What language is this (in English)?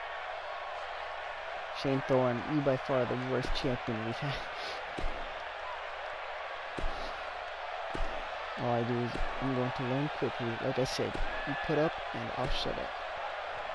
English